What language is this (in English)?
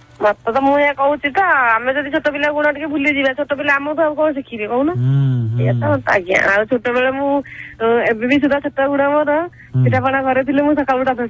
Odia